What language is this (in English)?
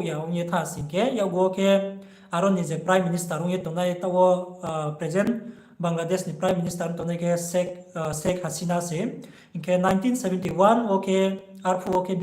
Riang (India)